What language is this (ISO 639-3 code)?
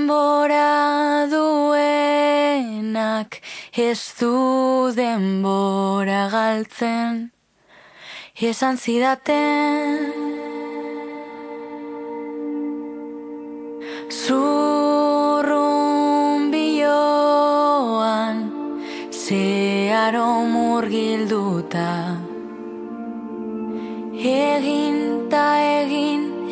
eus